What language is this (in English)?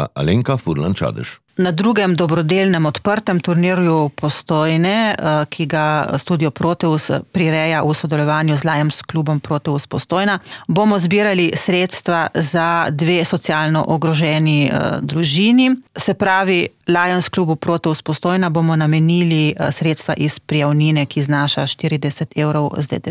Slovenian